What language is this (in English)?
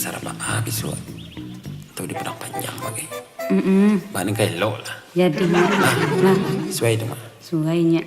Minangkabau